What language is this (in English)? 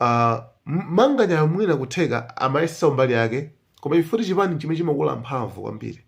Nyanja